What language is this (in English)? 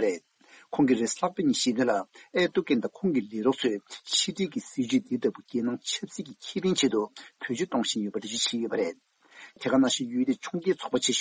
Tibetan